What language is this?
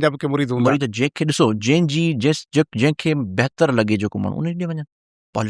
Sindhi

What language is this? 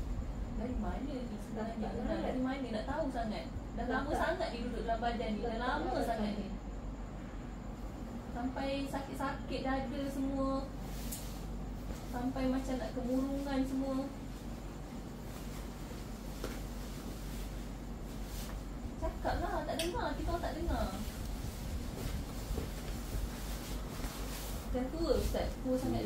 Malay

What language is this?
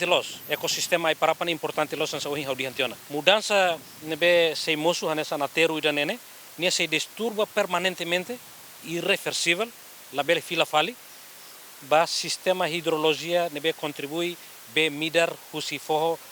Tetum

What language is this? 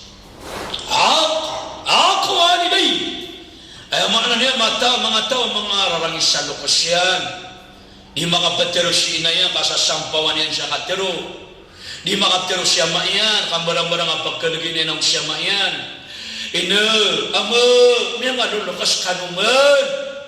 Maranao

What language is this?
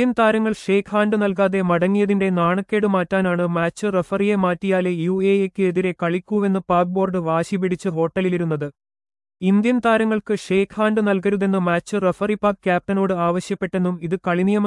Malayalam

